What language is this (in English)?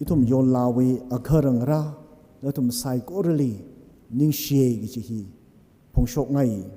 Tangkhul Naga (India)